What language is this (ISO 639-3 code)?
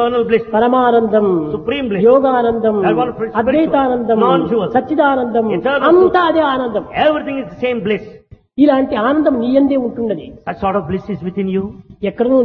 tel